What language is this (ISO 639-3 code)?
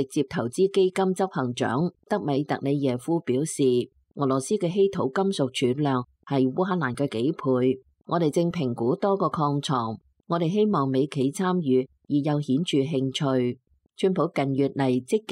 yue